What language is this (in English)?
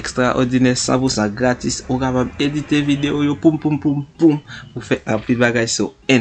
Haitian Creole